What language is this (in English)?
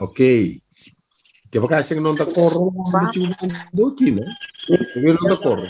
Fijian